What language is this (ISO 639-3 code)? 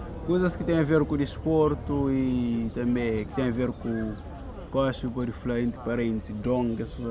kea